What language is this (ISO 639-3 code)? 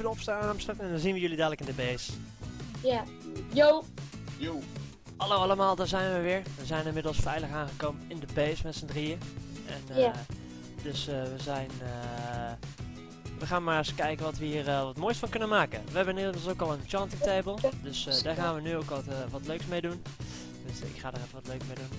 nld